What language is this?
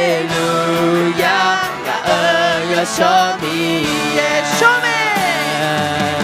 Akha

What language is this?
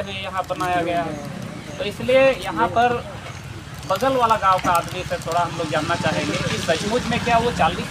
Santali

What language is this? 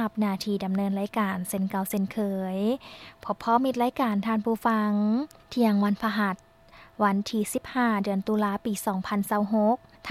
Lao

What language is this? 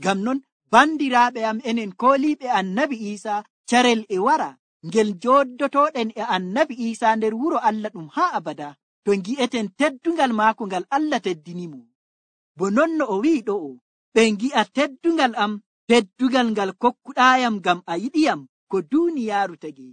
Nigerian Fulfulde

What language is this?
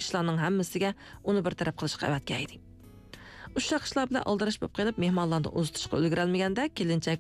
Uyghur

